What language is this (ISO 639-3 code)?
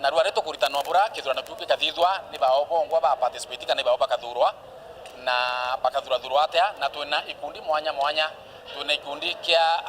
mer